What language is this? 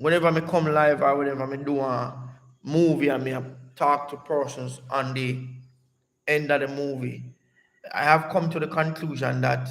Jamaican Creole English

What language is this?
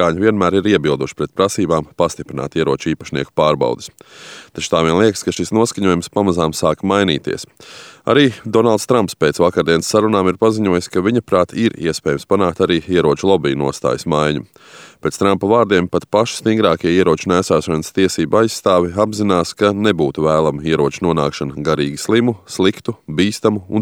Latvian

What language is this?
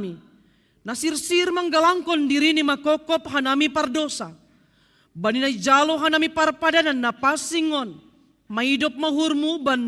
Batak Simalungun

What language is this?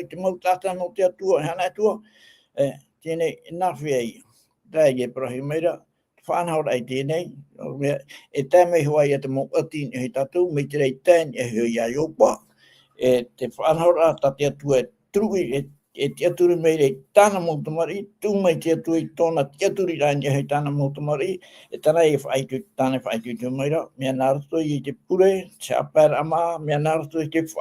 Tahitian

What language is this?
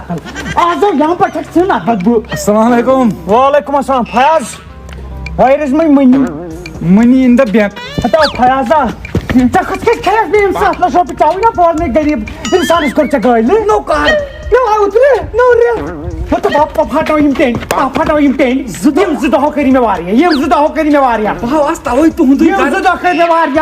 Kashmiri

